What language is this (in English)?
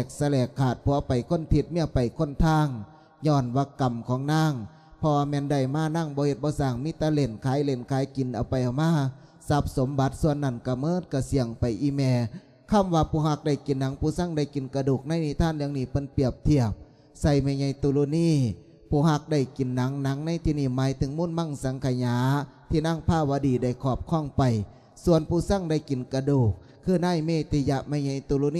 Lao